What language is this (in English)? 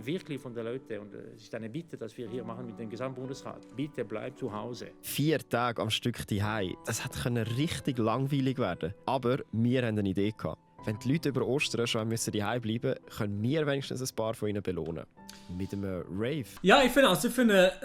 Swiss German